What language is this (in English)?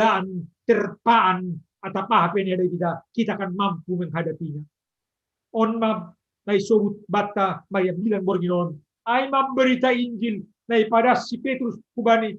Batak Simalungun